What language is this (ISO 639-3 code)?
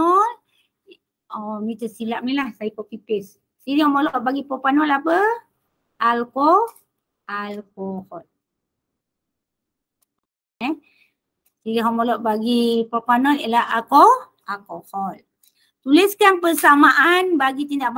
msa